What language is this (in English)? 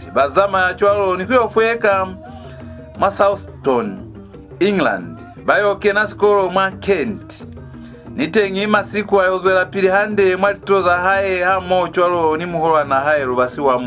Lozi